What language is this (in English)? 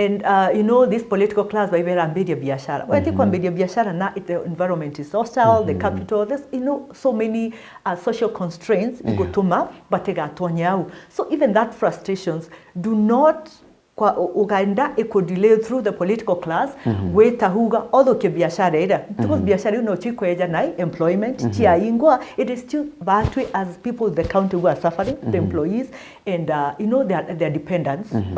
Meru